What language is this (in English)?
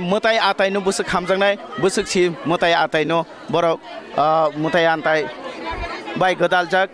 Kok Borok